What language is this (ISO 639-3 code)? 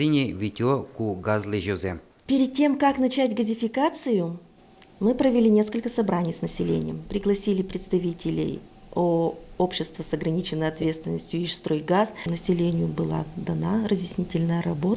udm